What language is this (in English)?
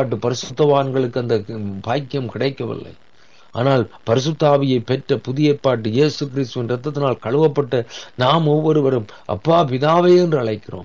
Tamil